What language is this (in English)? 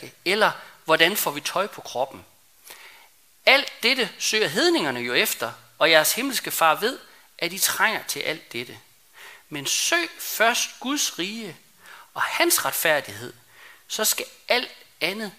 Danish